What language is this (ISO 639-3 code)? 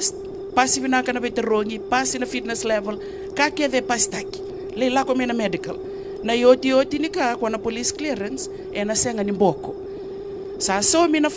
fij